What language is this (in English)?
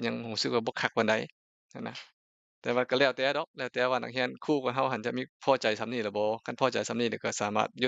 Lao